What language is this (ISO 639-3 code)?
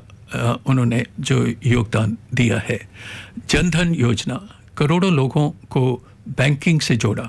hin